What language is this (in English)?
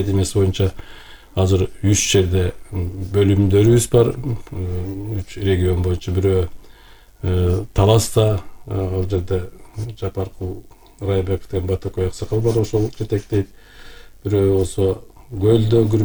Kyrgyz